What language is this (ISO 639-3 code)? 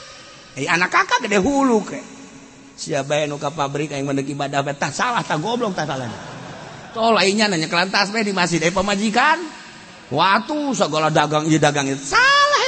sun